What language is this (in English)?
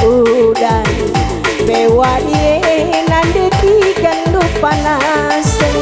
Batak Karo